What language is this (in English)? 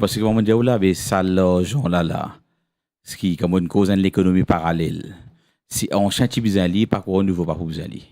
Morisyen